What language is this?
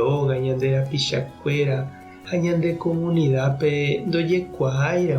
Guarani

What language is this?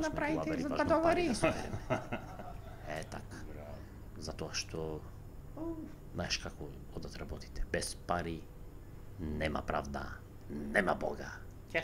Macedonian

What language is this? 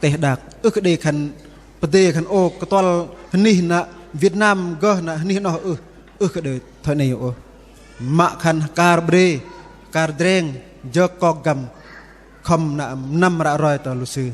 Bahnar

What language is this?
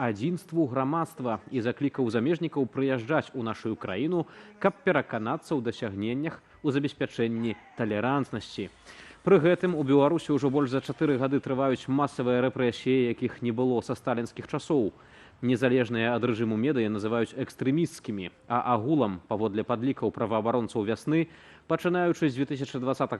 Belarusian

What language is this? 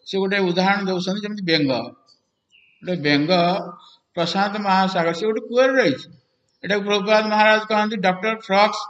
Odia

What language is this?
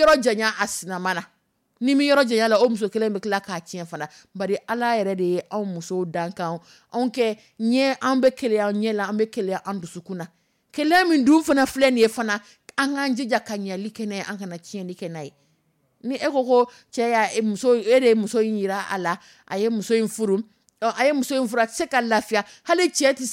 Dyula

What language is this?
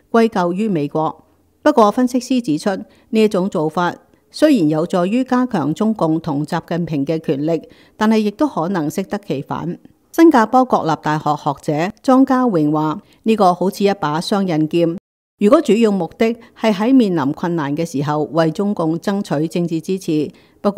Cantonese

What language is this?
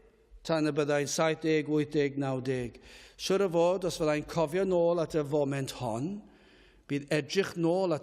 Welsh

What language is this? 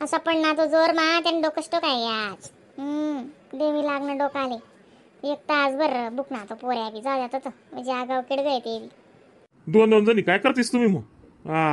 Khandesi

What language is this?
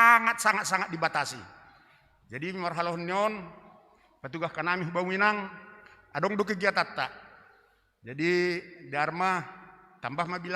Batak Simalungun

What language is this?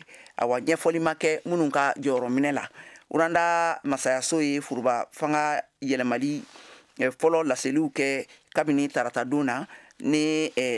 Bambara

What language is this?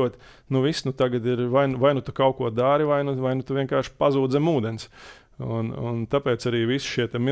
Latvian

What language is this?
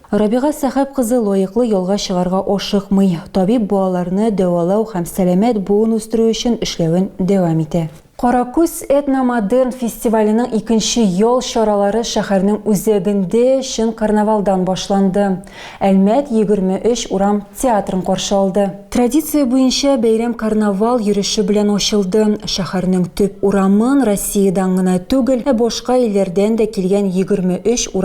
Tatar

